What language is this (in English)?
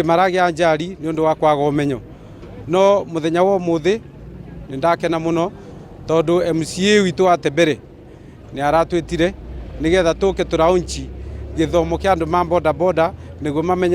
Kikuyu